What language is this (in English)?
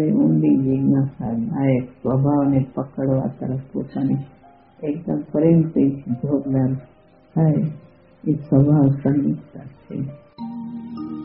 Gujarati